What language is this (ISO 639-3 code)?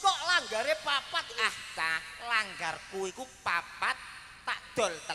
jav